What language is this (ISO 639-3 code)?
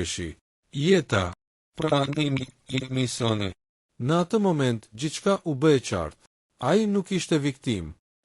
sqi